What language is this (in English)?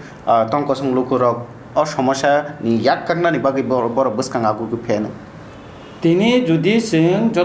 Kok Borok